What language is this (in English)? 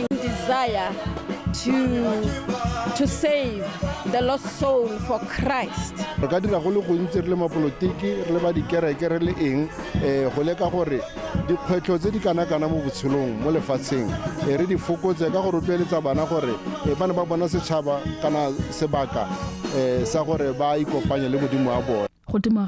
Tswana